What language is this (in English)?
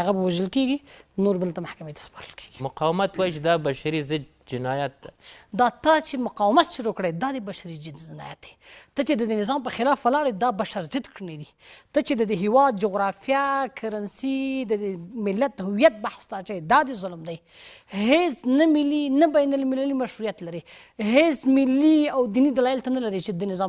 Pashto